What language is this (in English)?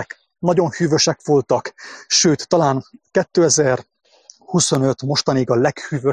Hungarian